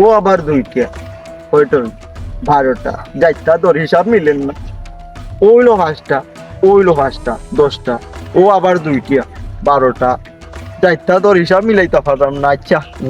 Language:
Sylheti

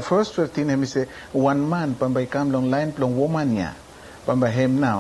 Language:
Bislama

